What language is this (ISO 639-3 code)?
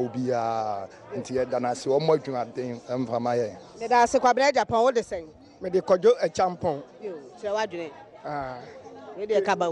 aka